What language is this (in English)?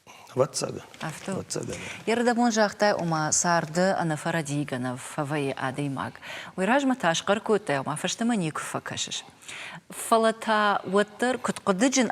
Ossetic